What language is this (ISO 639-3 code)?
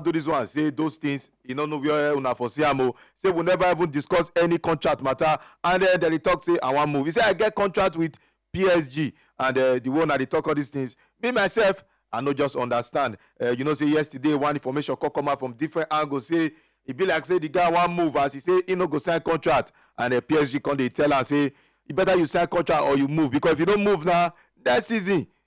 pcm